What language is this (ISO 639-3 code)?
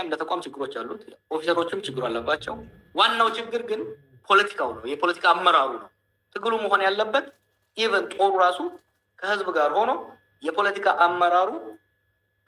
amh